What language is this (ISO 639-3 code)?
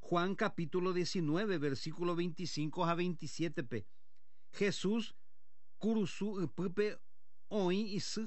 grn